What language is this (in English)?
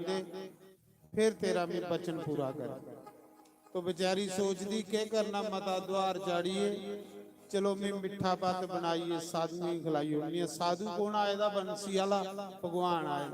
Dogri